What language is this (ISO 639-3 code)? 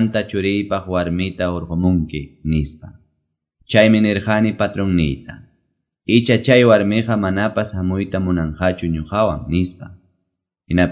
que